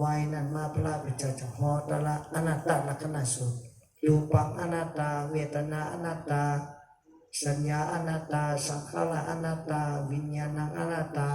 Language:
Shan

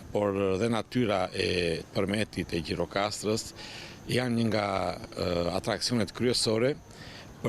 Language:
Albanian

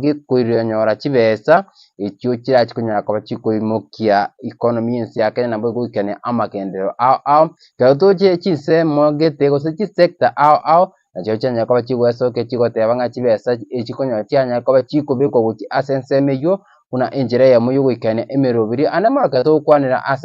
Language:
Gusii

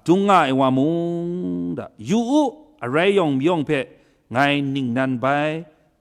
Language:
Kachin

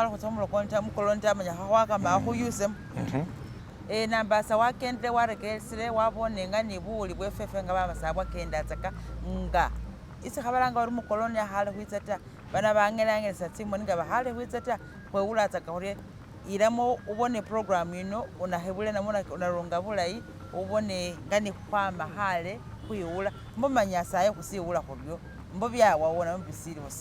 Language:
Masaaba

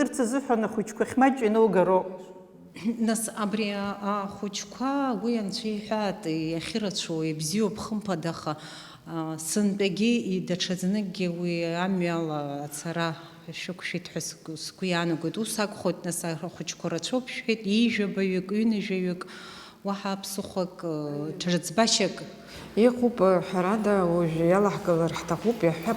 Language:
Abkhazian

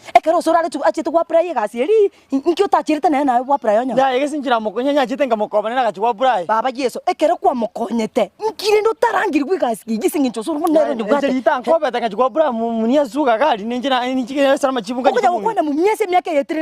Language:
Gusii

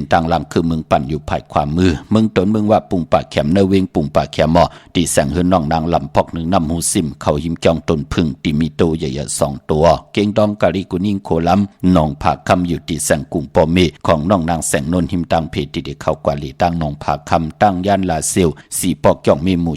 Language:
Shan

